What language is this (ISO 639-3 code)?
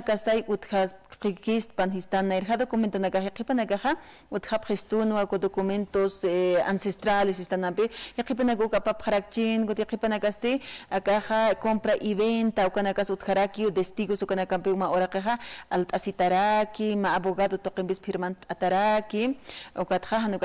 aym